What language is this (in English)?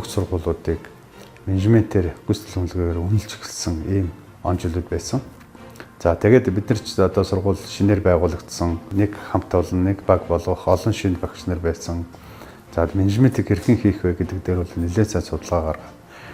Mongolian